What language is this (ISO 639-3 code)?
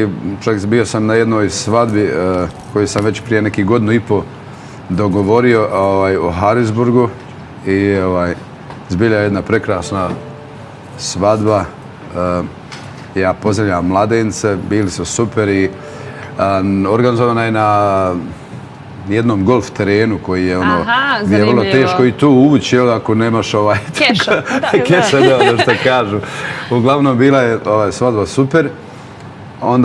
bos